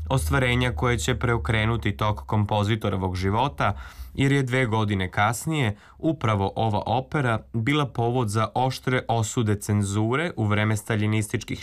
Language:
Serbian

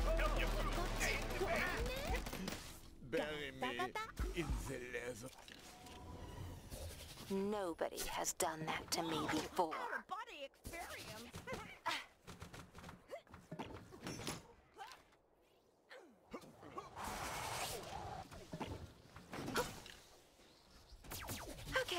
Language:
English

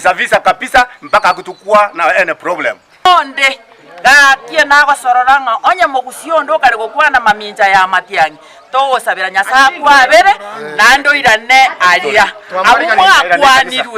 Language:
Gusii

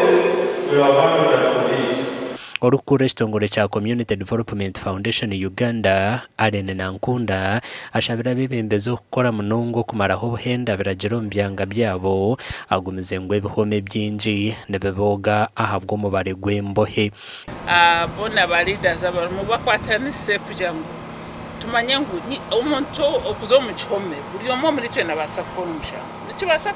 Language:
Nyankole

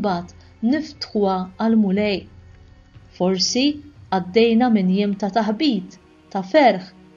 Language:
Maltese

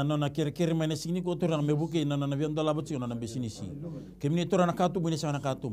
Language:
Fijian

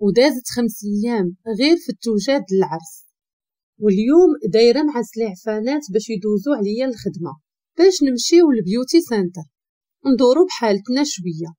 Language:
Moroccan Arabic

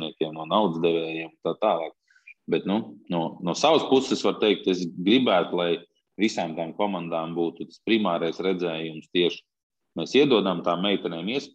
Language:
Latvian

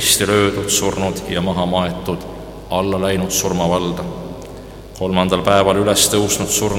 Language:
Estonian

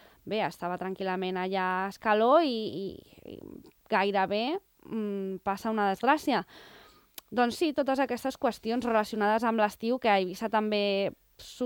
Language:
Catalan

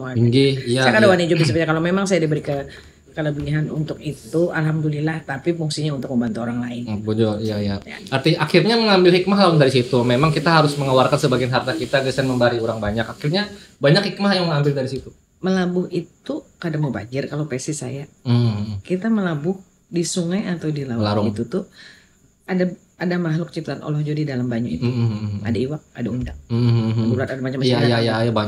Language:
Banjar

